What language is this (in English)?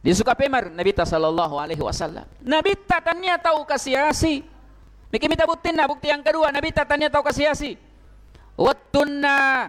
Buginese